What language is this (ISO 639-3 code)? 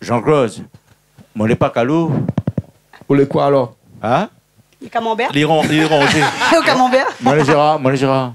rcf